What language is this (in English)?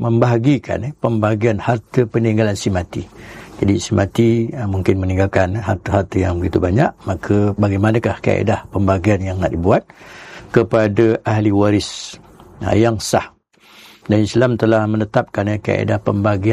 Malay